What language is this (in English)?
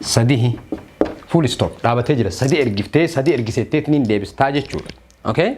Oromo